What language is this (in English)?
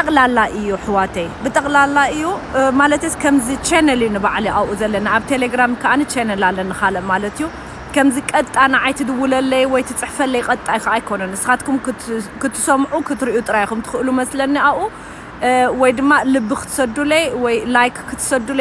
Tigrinya